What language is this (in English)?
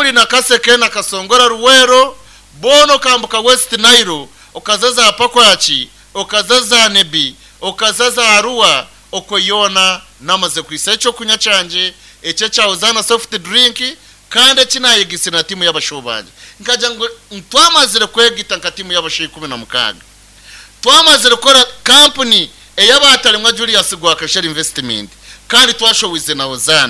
Nyankole